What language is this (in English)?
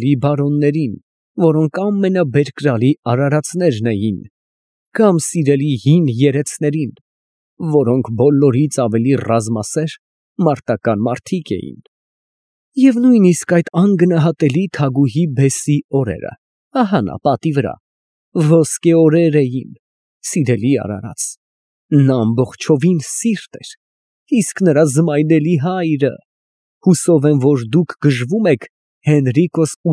Armenian